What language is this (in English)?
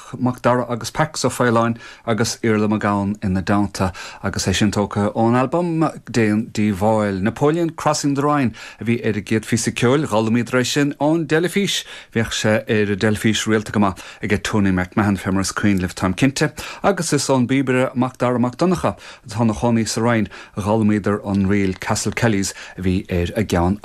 Irish